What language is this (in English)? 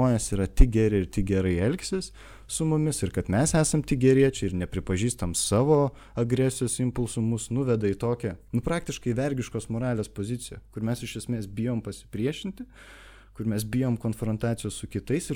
Lithuanian